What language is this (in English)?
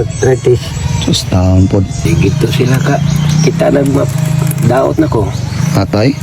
Cebuano